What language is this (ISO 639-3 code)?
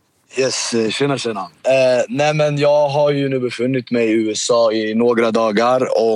swe